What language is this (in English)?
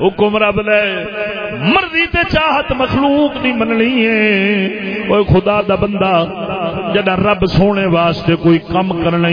Saraiki